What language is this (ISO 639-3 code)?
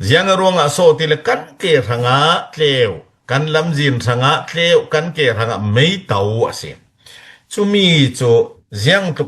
cfm